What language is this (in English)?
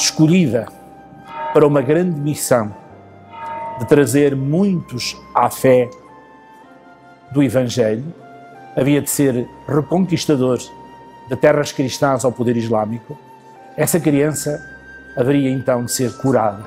Portuguese